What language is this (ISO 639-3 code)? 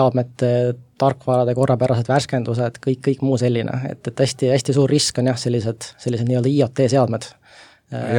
est